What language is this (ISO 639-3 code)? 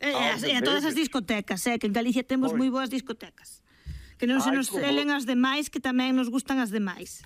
glg